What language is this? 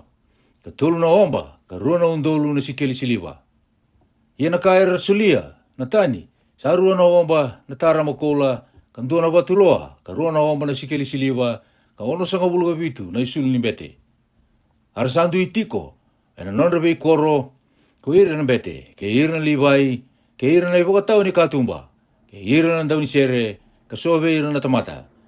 Fijian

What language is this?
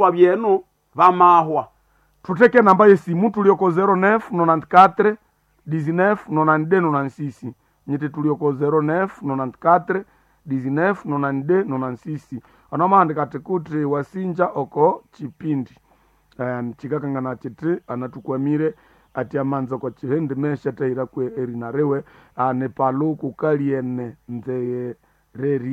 Nande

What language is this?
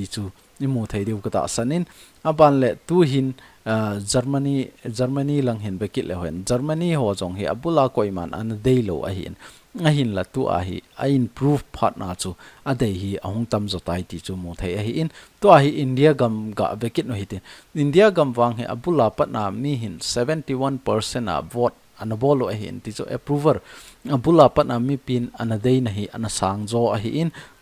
Thado Chin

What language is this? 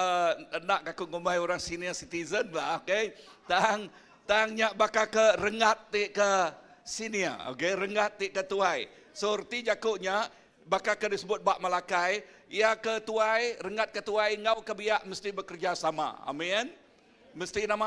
Iban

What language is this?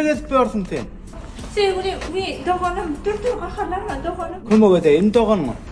Turkmen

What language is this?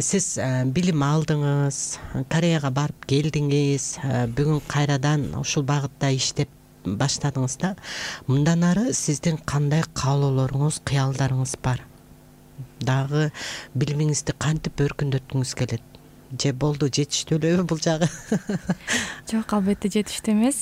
Kyrgyz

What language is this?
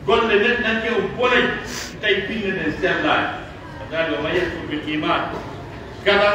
Pular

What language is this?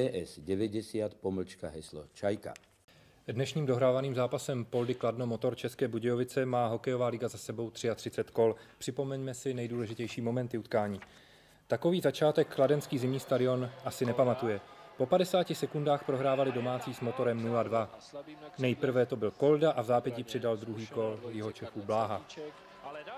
Czech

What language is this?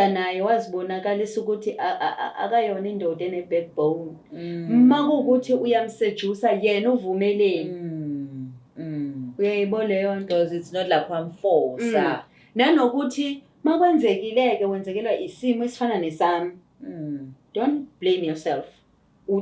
Zulu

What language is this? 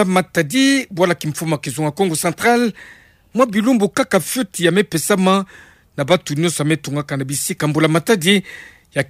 Kituba (Democratic Republic of Congo)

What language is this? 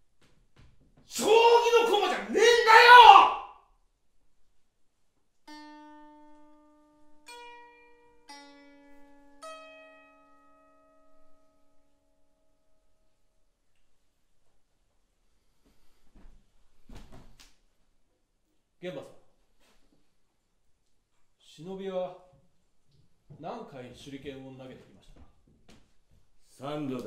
Japanese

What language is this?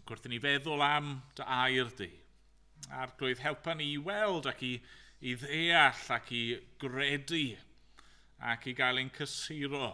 Welsh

